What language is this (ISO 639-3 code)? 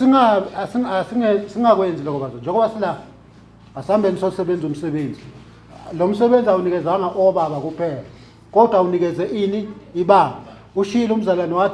zul